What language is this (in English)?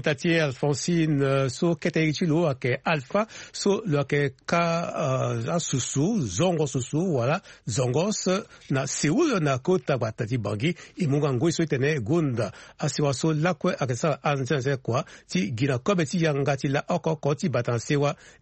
Sango